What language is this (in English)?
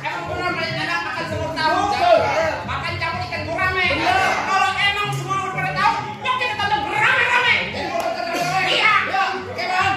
Betawi